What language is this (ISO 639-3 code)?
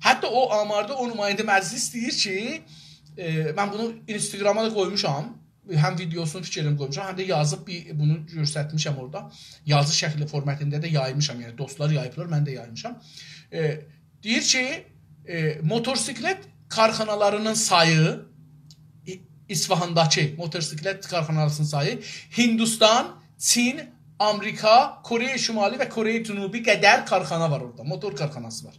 azb